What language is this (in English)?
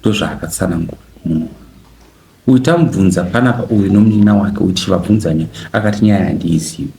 Shona